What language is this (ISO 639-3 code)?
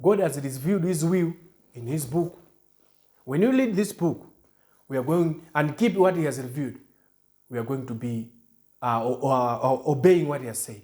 eng